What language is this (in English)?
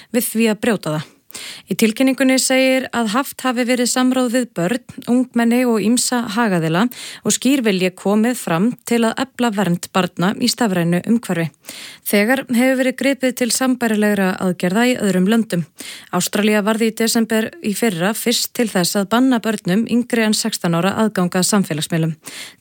Icelandic